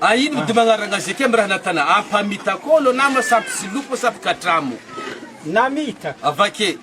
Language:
Malagasy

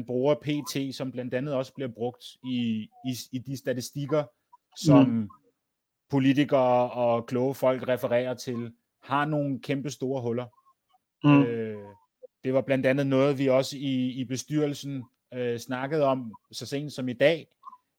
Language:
Danish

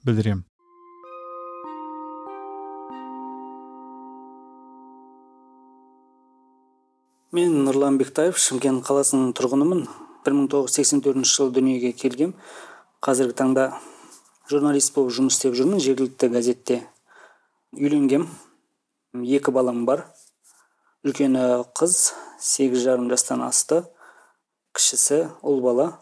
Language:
Kazakh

